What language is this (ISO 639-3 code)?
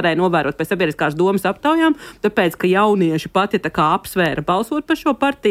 lav